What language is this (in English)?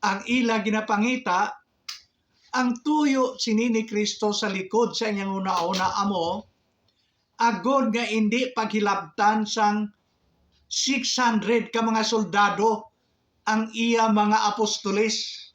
Hiligaynon